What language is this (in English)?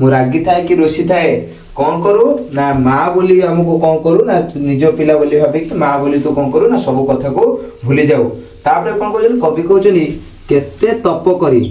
Odia